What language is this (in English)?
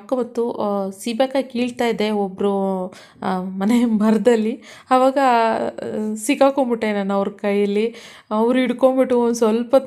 Kannada